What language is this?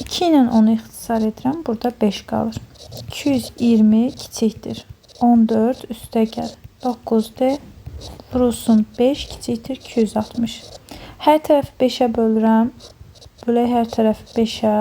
Azerbaijani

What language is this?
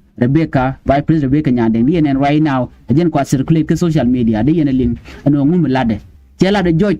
Nuer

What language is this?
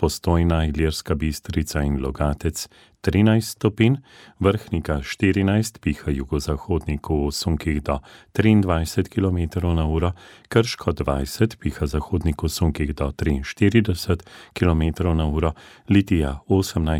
Slovenian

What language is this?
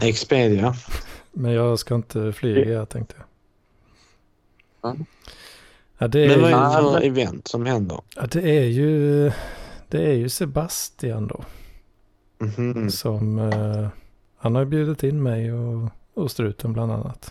Swedish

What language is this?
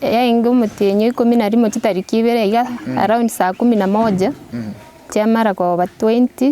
Gusii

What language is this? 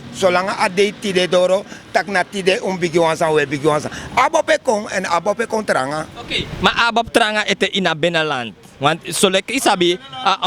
Sranan Tongo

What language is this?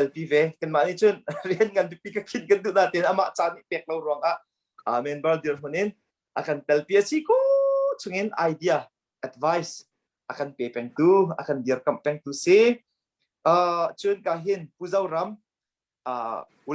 Hakha Chin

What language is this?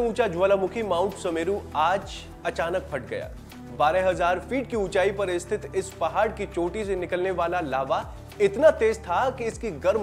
Hindi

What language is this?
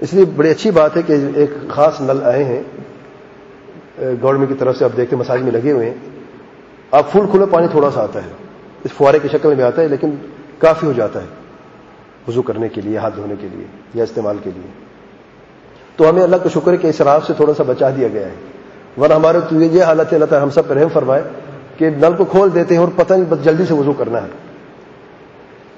Urdu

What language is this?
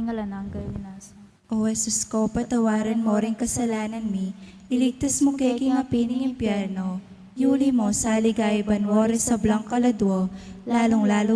Pampanga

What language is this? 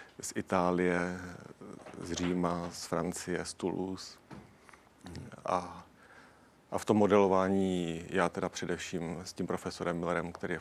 Czech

